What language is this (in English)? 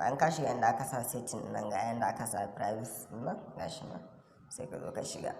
Hausa